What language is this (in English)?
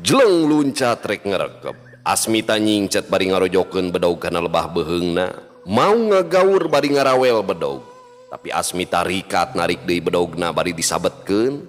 Sundanese